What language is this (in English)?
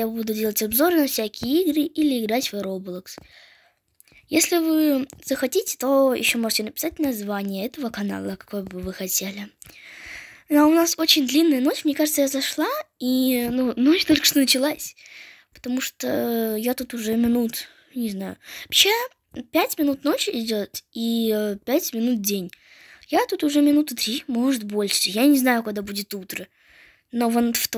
Russian